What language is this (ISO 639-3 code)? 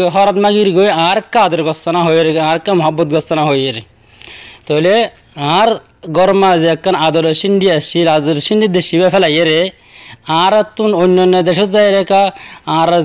rhg